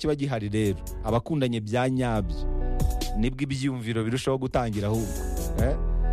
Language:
Kinyarwanda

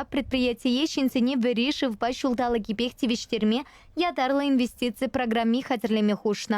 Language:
Chuvash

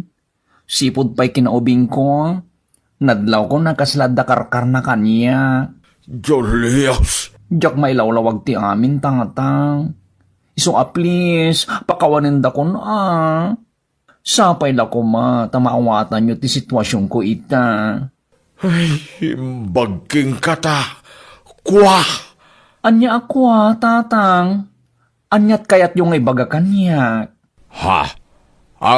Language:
Iloko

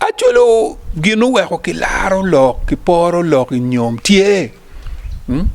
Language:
Acoli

